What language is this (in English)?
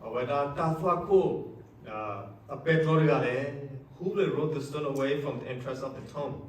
S'gaw Karen